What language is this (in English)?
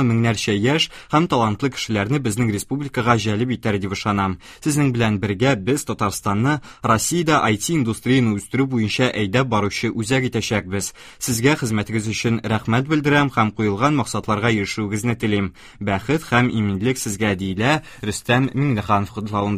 Tatar